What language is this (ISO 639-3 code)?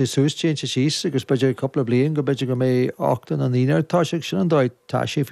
gle